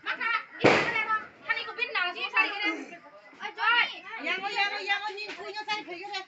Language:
Kok Borok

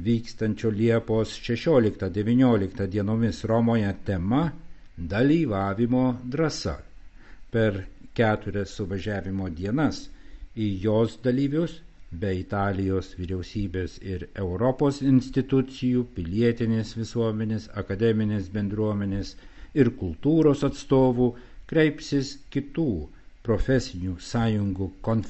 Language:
Lithuanian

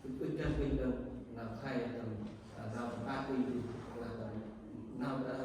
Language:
Central Mnong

